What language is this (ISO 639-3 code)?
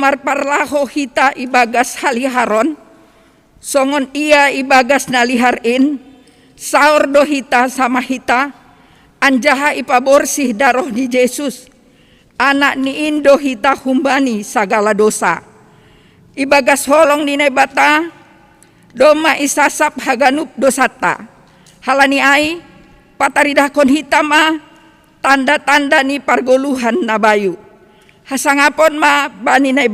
bts